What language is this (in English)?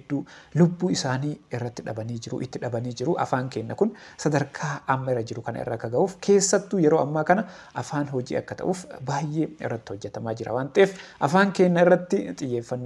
Oromo